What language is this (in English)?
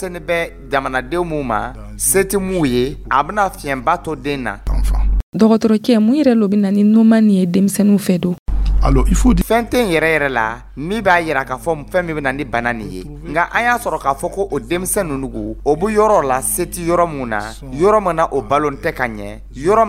Dyula